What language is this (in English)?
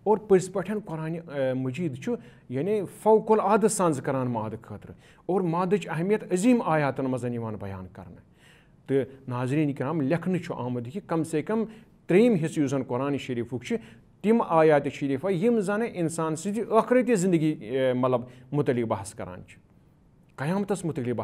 Kashmiri